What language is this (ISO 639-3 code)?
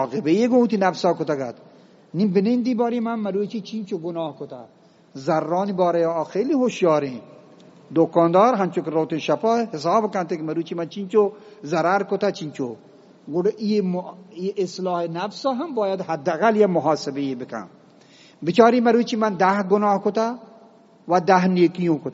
bgp